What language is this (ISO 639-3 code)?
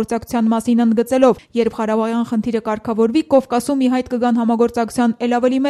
hye